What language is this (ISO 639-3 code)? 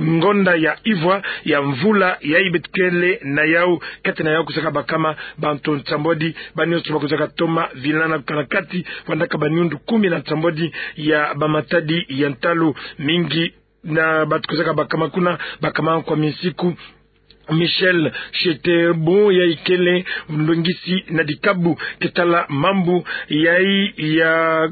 ktu